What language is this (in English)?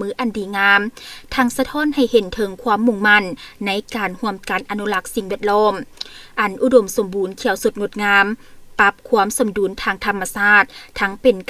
Lao